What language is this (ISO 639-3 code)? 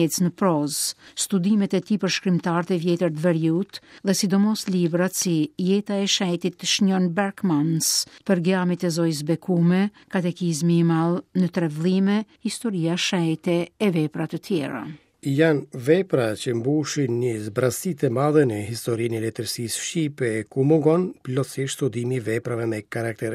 sqi